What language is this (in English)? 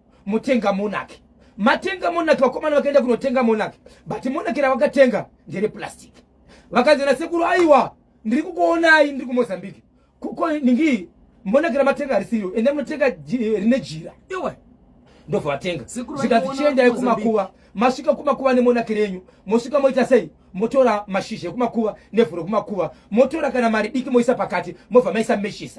Shona